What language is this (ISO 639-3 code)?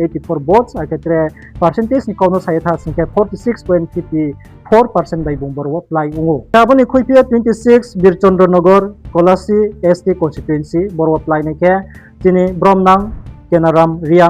ria